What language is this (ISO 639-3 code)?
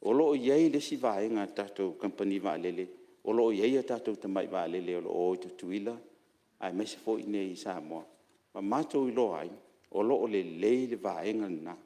smo